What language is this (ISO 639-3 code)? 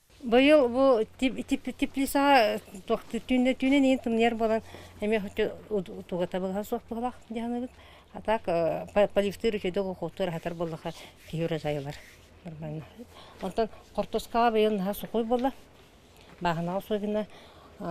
sah